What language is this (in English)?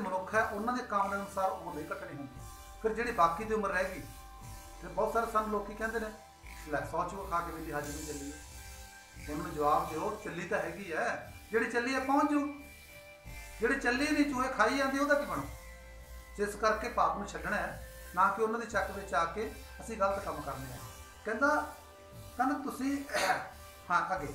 Punjabi